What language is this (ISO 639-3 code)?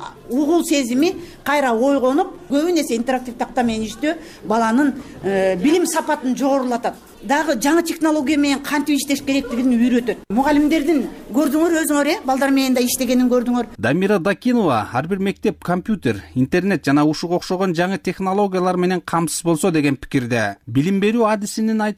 kir